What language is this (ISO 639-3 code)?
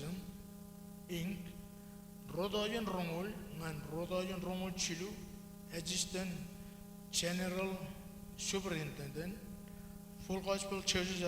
mah